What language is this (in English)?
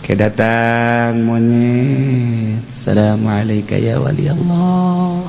Sundanese